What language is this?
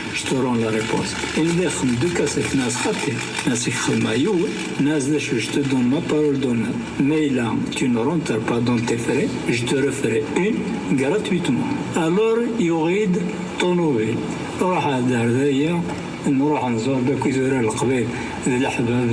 Kabyle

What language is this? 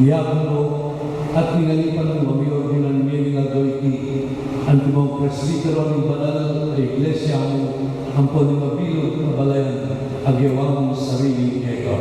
Pampanga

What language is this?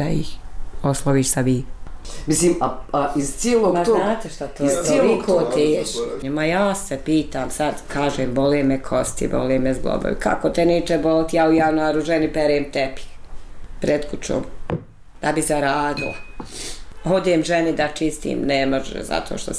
Bosnian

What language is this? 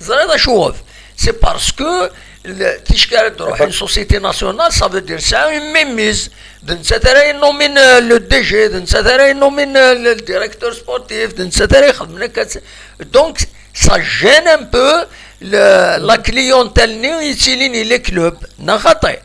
Kabyle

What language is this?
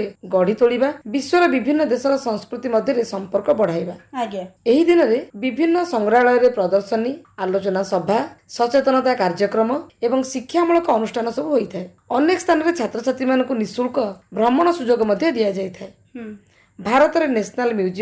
Odia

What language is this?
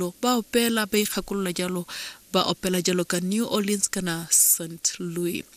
Tswana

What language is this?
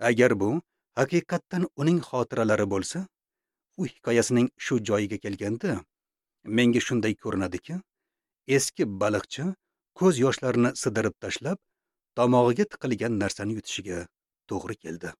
Uzbek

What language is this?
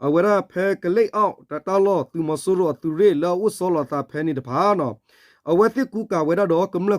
S'gaw Karen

